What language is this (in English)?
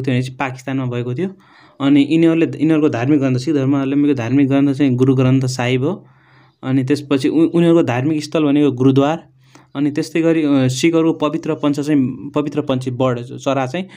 Nepali